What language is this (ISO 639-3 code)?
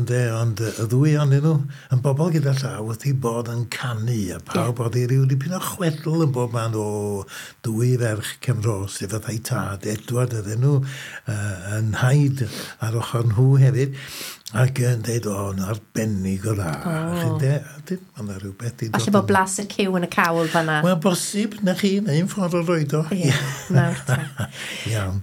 cym